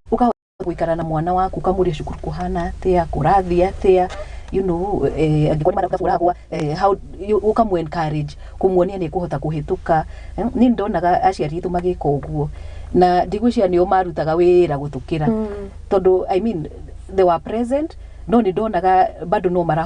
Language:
Kikuyu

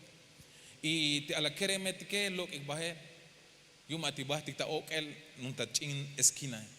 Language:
Tzeltal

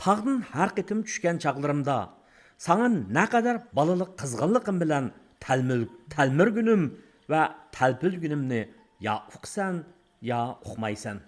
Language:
Uyghur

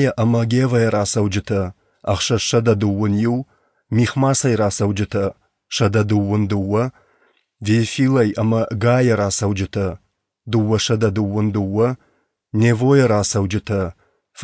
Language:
Ossetic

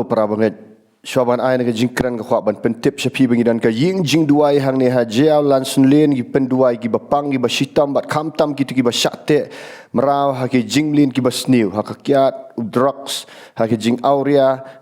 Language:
Khasi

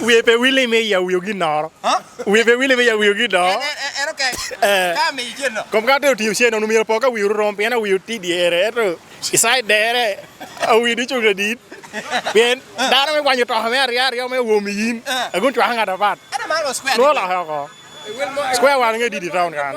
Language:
Lango (Uganda)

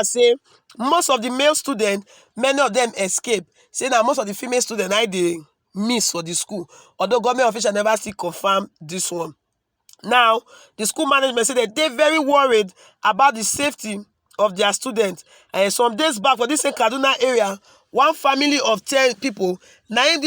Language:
Nigerian Pidgin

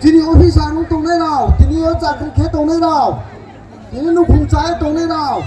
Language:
Riang (India)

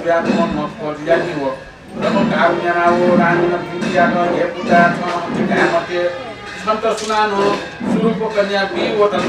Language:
Newari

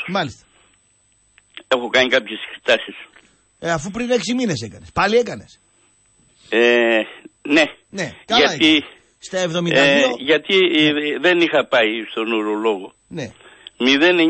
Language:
Greek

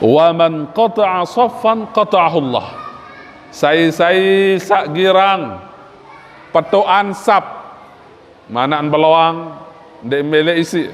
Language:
Sasak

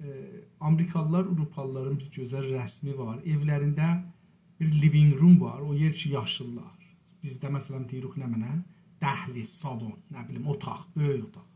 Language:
South Azerbaijani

